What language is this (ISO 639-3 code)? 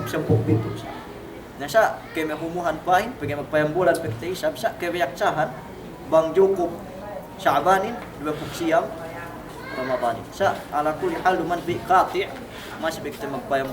yka